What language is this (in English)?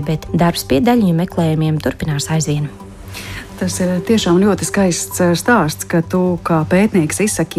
Latvian